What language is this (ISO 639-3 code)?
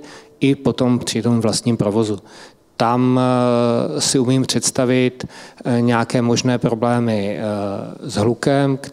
ces